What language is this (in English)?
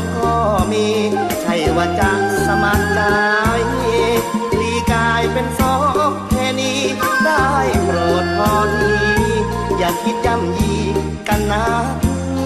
Thai